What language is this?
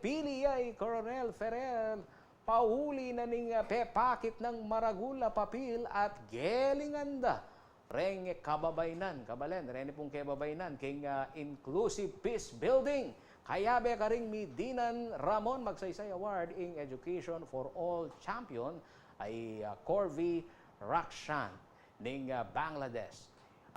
Pampanga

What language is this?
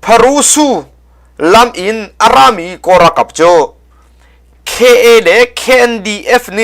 Hakha Chin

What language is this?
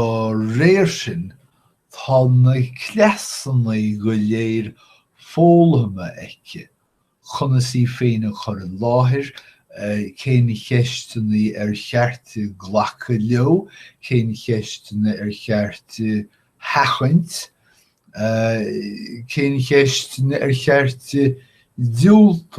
Irish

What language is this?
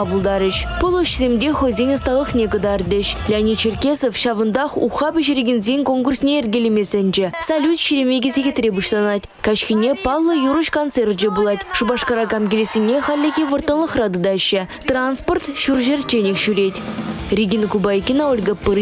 Chuvash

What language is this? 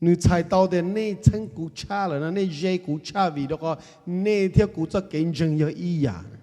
Hmong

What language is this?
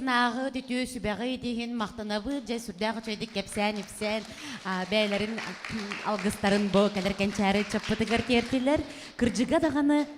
Yakut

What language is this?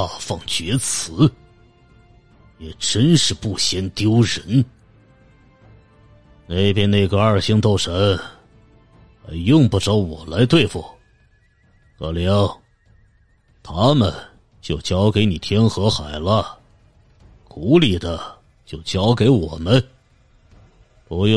Chinese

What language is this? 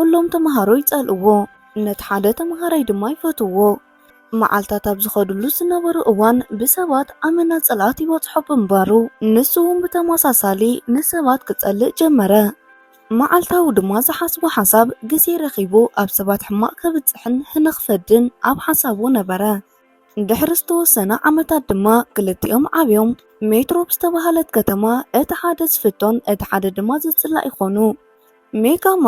Tigrinya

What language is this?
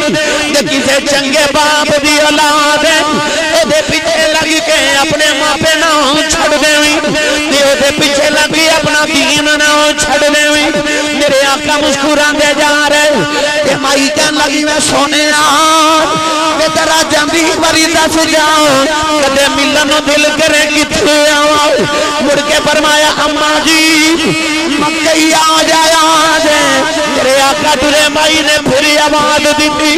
Western Panjabi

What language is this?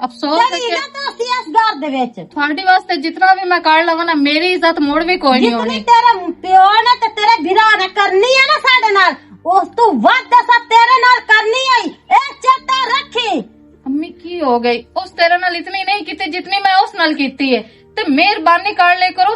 Western Panjabi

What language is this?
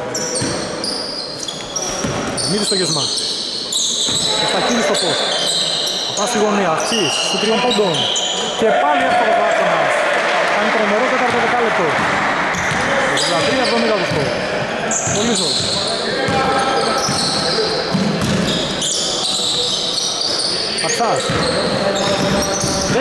Greek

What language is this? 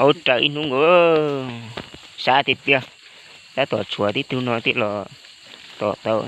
Hmong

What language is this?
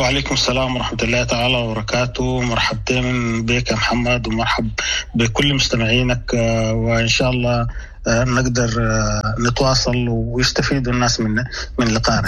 Sudanese Arabic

